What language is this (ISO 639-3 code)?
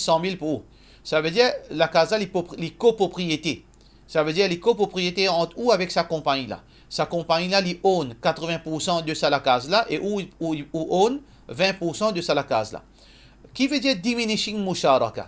mfe